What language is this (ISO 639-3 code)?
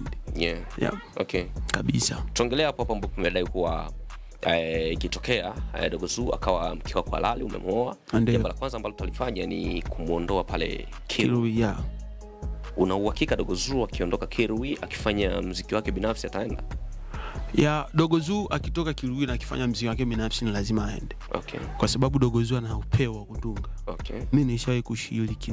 swa